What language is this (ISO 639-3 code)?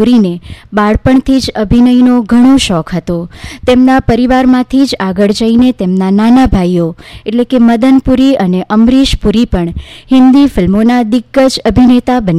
guj